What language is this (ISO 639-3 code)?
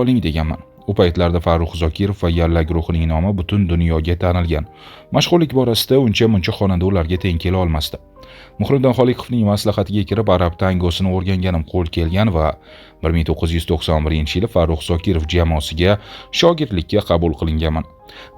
uzb